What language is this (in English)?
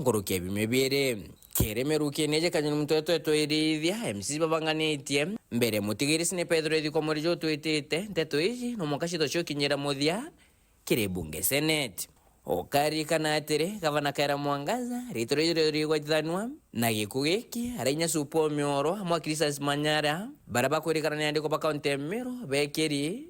Meru